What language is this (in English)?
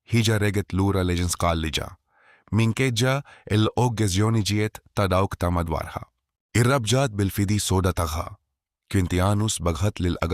Maltese